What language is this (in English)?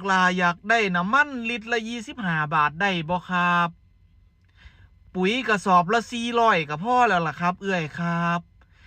Northeastern Thai